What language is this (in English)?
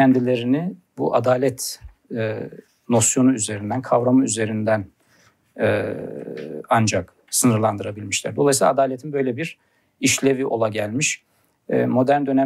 Turkish